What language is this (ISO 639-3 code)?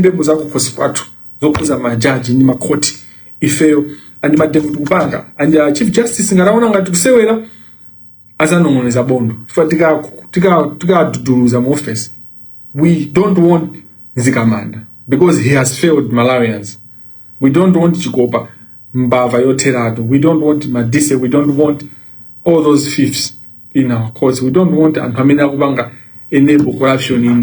nya